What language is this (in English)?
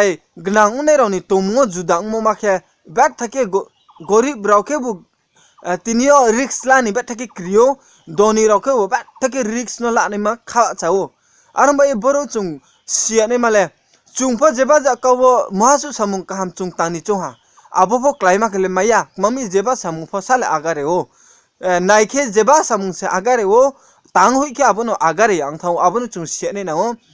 Riang (India)